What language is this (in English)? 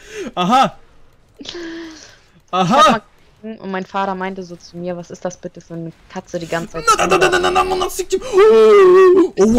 German